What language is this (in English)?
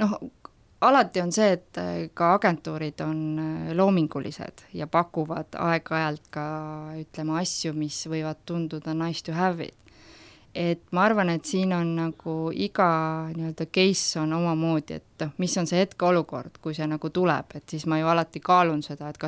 Estonian